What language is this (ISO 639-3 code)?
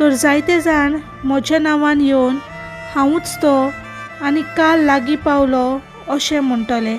kok